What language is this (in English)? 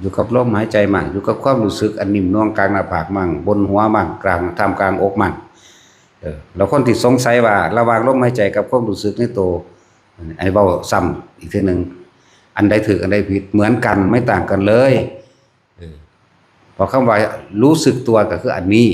Northeastern Thai